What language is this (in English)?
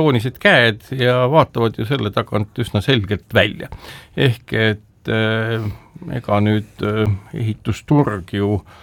Estonian